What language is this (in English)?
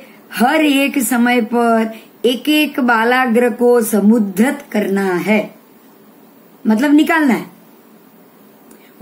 Hindi